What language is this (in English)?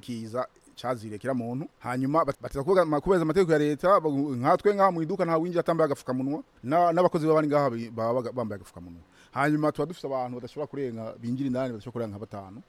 Rundi